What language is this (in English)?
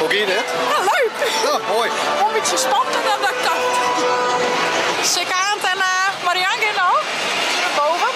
Western Frisian